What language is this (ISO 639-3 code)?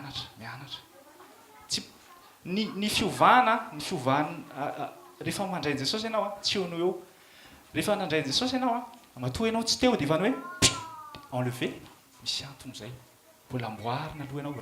mlg